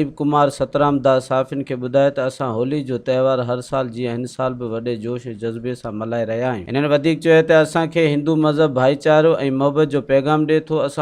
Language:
Sindhi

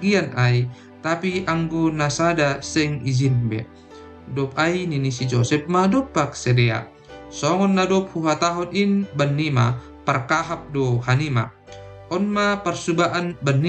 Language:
Batak Simalungun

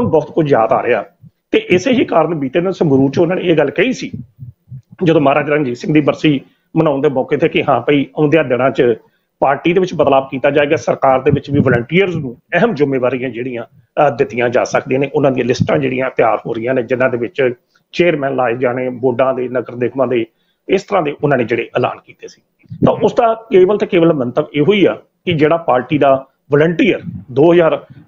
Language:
Punjabi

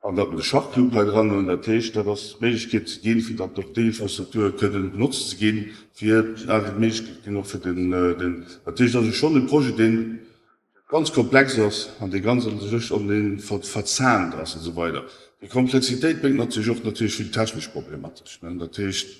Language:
Luxembourgish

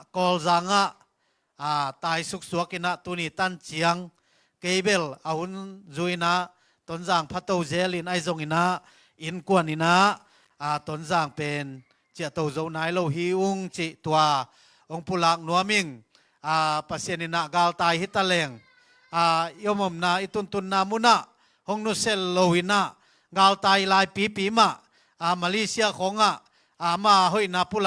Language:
Tedim Chin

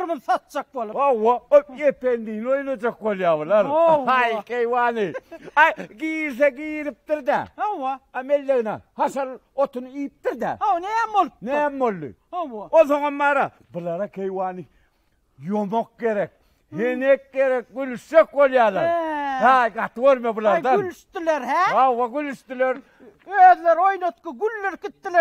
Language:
Turkmen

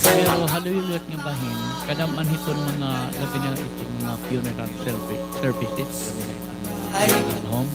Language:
Waray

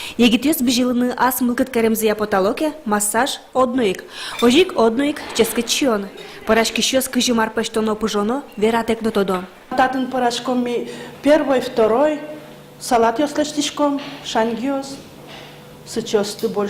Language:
Udmurt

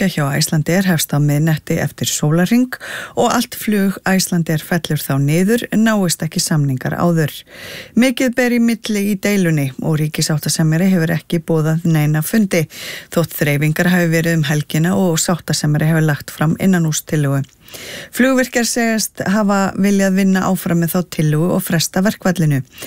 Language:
Icelandic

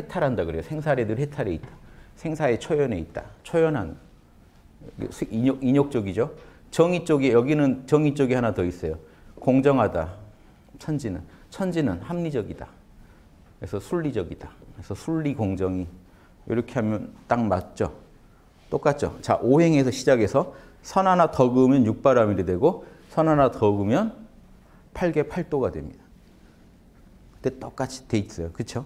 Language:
Korean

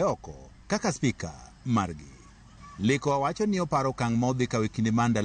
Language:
Luo (Kenya and Tanzania)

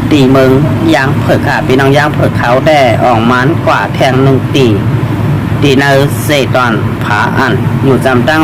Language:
Shan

